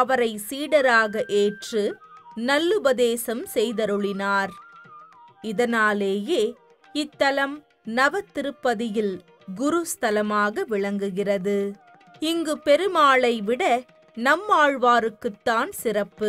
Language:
Tamil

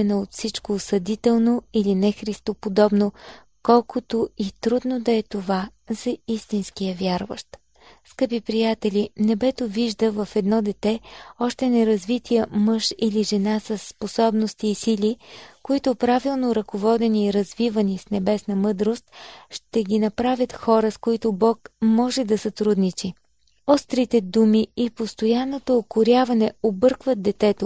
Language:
Bulgarian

